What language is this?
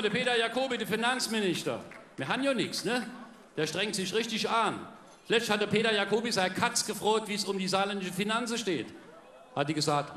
Palatine German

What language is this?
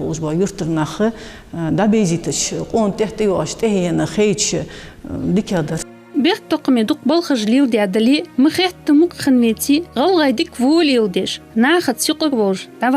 Ingush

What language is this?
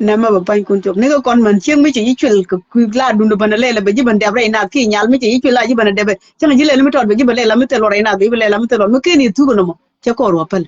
Nuer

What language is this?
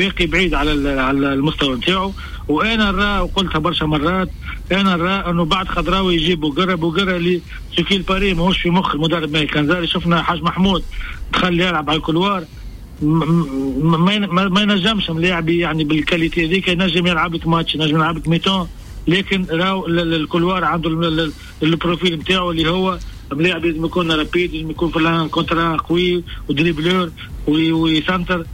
Tunisian Arabic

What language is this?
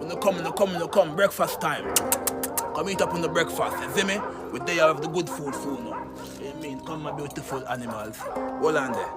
Jamaican Creole English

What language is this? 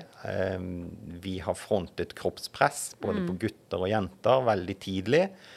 Norwegian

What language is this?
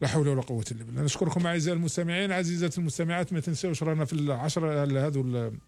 Algerian Arabic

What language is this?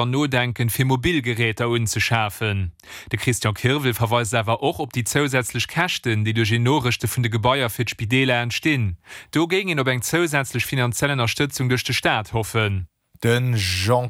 Luxembourgish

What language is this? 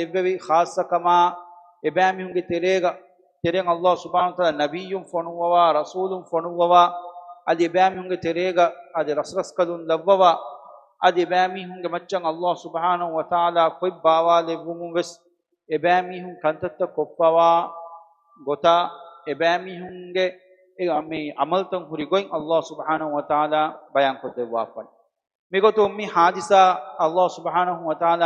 Divehi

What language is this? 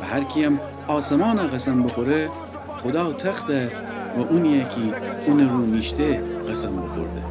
Gilaki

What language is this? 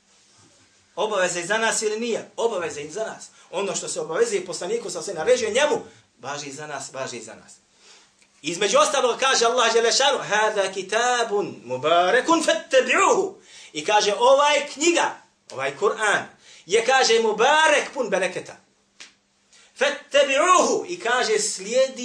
Bosnian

